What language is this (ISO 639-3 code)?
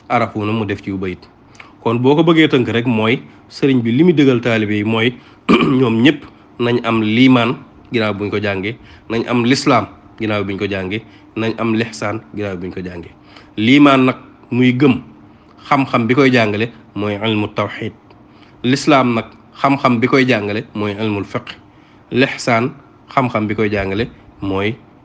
wol